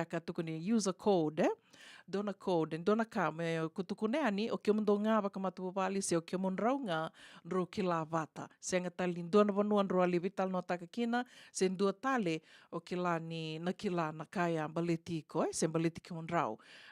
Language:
Fijian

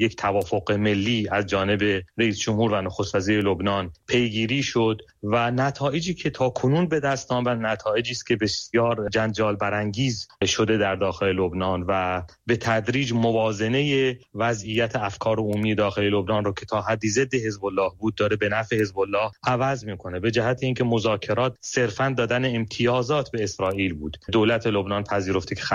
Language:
Persian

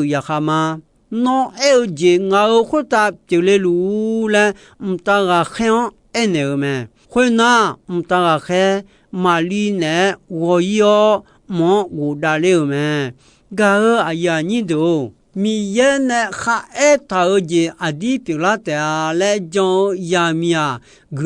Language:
Akha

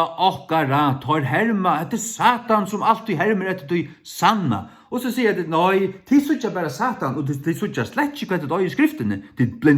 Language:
Faroese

